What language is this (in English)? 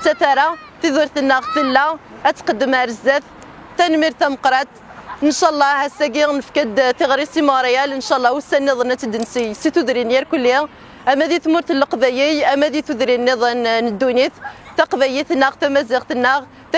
Kabyle